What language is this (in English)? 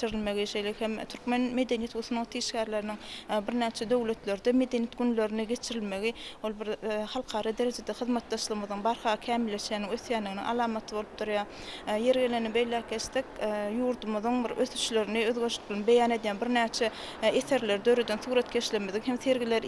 Turkmen